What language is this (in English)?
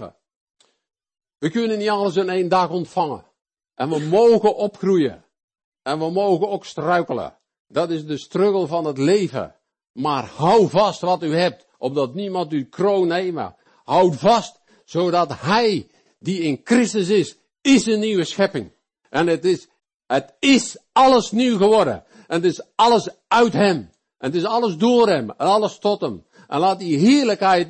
Dutch